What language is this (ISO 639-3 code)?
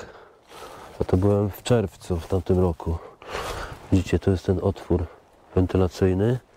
pol